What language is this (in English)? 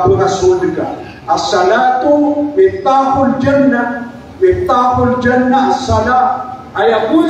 Maranao